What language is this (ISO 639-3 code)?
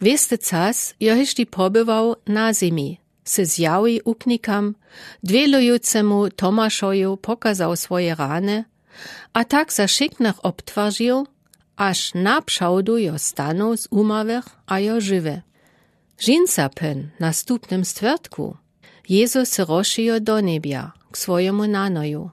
dsb